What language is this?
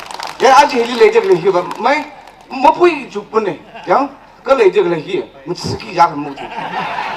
Tangkhul Naga (India)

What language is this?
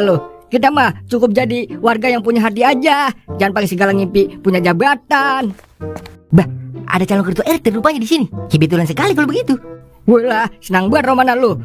Betawi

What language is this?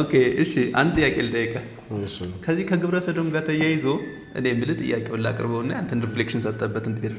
Amharic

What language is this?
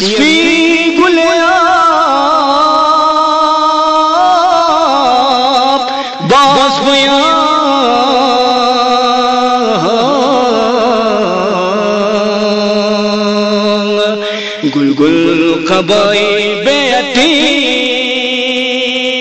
Balti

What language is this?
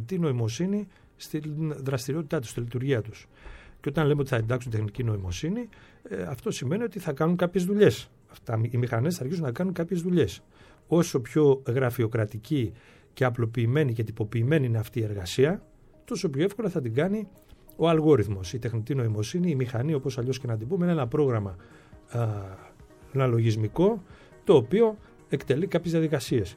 Greek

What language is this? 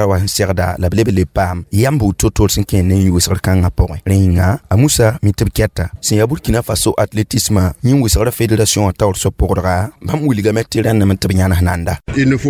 Mossi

